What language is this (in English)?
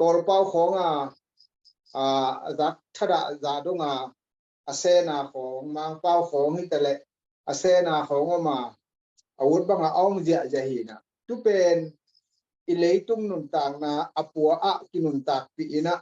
Tedim Chin